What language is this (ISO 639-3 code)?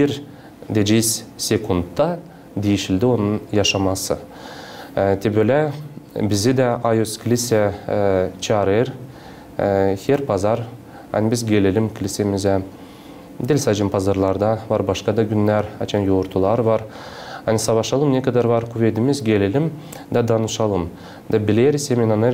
gag